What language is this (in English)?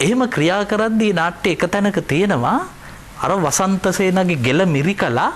Sinhala